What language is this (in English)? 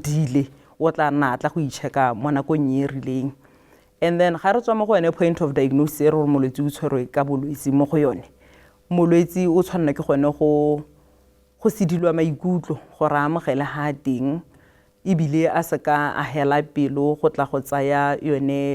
Tswana